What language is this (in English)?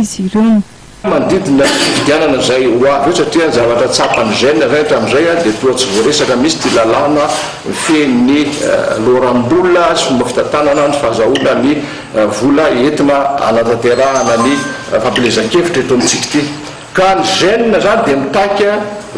Malagasy